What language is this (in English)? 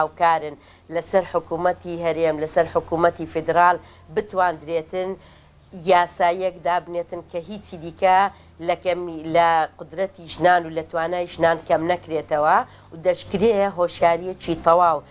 Central Kurdish